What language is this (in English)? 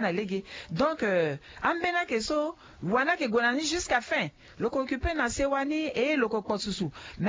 Sango